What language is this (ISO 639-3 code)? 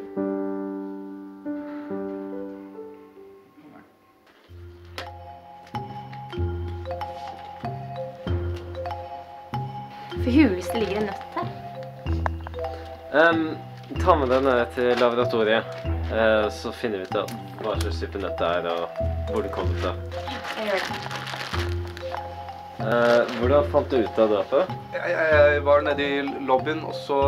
nor